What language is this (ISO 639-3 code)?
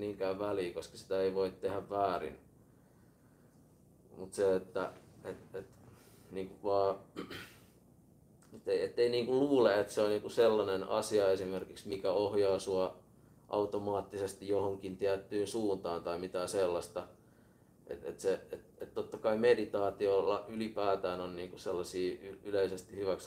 fin